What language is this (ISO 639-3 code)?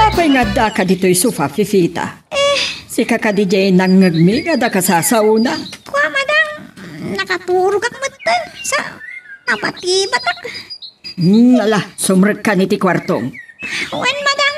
ilo